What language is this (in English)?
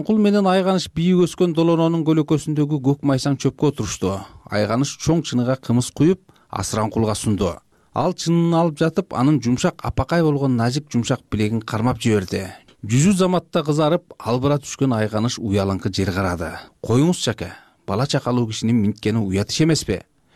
Kyrgyz